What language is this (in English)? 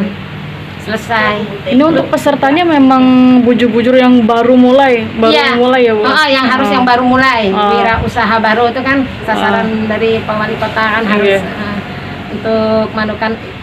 Banjar